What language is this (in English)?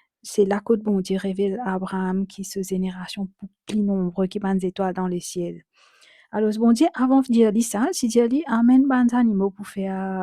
Morisyen